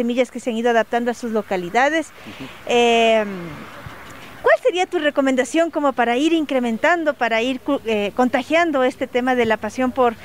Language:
Spanish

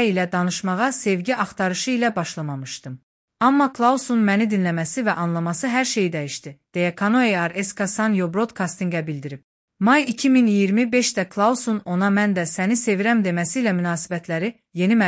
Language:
Azerbaijani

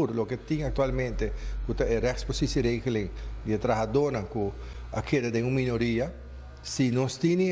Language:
Papiamento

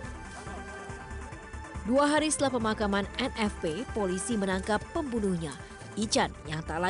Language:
Indonesian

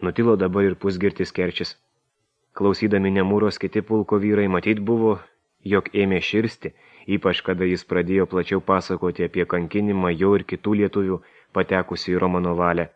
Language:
Lithuanian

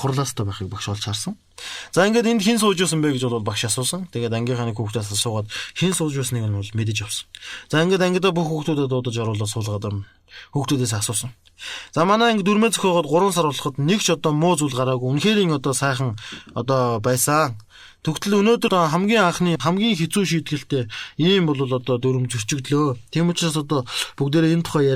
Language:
Mongolian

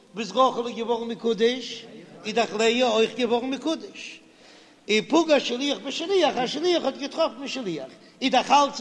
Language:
Yiddish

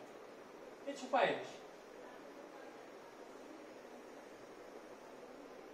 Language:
Gujarati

